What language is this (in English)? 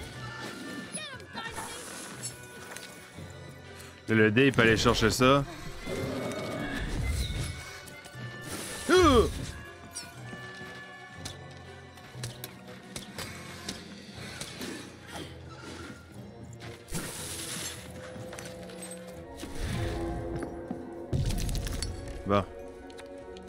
French